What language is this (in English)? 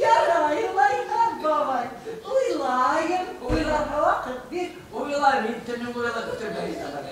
Bashkir